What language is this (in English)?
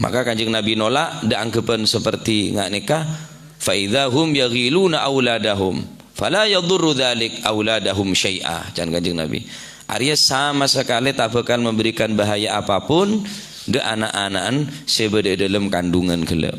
Madurese